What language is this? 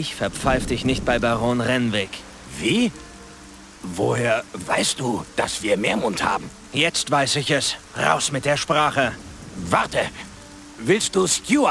Bavarian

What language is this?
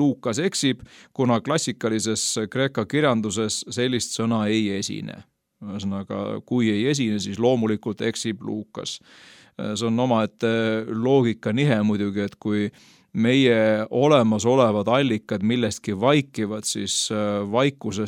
Estonian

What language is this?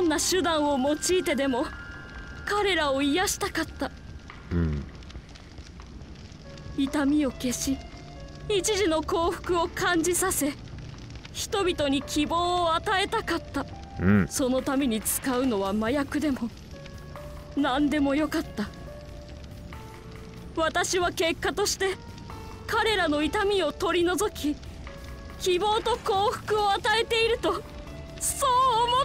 Japanese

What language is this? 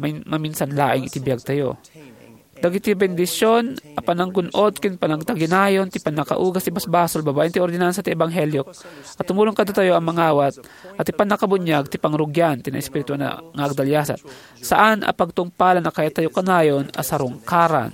Iloko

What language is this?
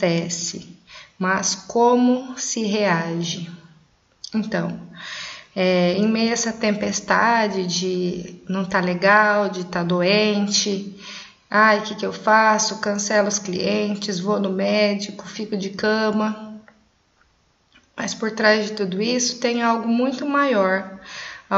Portuguese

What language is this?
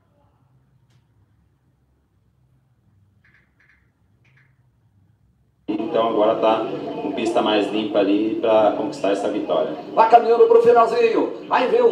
Portuguese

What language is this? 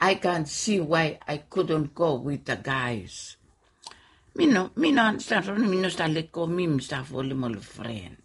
Bislama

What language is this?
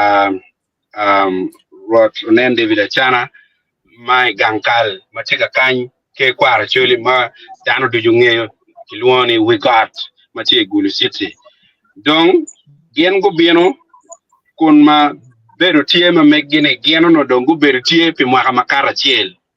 Acoli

